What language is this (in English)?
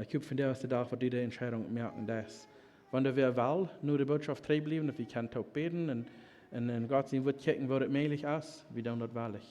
Plautdietsch